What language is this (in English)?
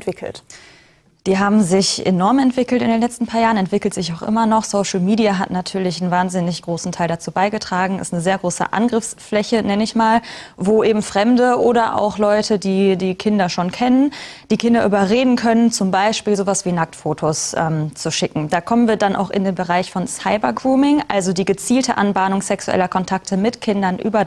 German